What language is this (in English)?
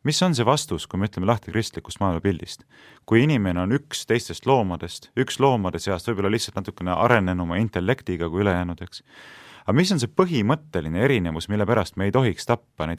Estonian